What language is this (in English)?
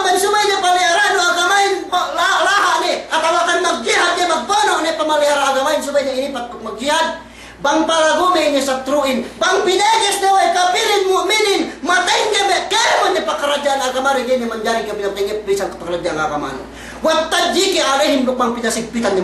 Yakan